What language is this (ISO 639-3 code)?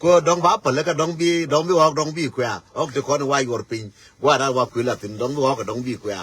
nus